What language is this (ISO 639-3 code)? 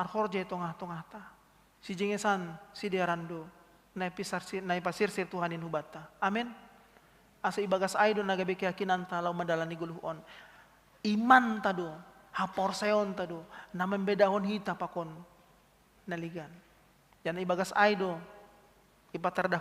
bts